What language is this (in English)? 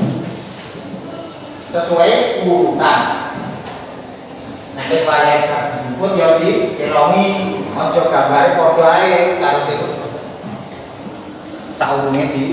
Indonesian